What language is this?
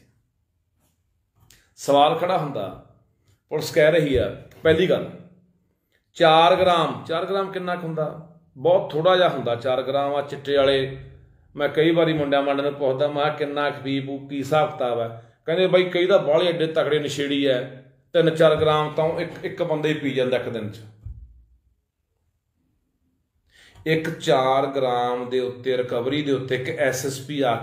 Punjabi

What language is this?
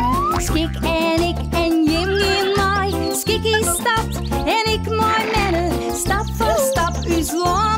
Western Frisian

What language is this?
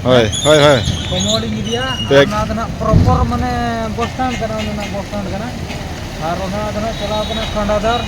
Santali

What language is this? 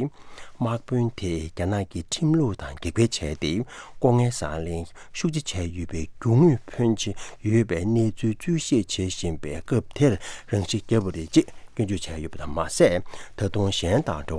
Tibetan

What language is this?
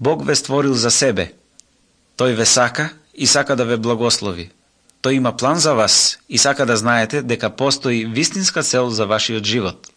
Macedonian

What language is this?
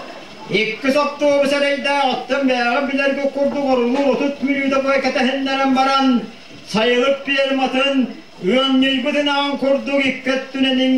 Yakut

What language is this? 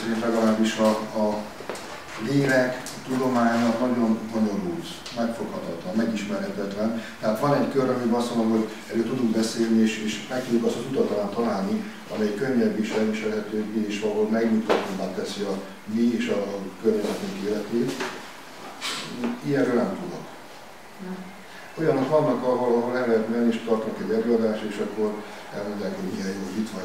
Hungarian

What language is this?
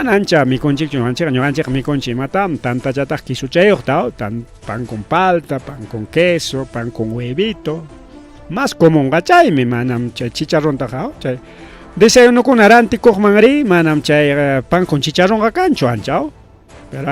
Ayacucho Quechua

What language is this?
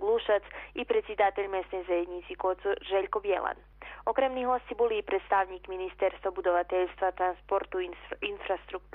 Rusyn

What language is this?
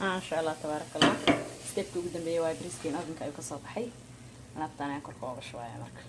Somali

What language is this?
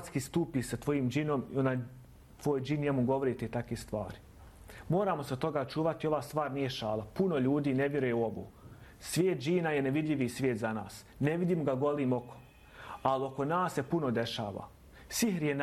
Bosnian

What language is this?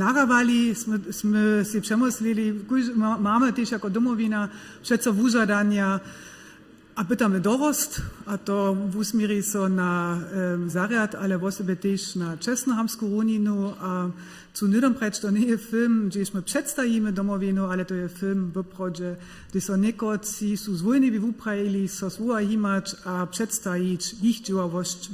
Upper Sorbian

